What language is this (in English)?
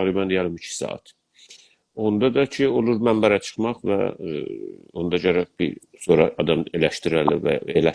South Azerbaijani